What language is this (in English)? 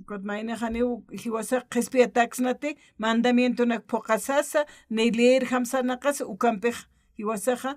Aymara